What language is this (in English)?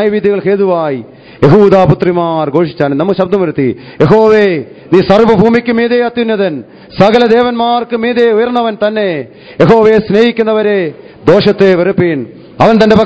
Malayalam